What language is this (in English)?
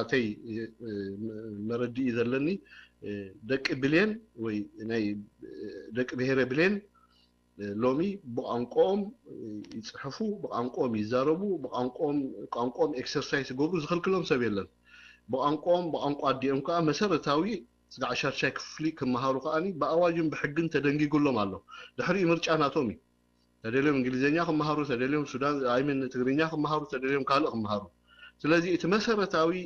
Tigrinya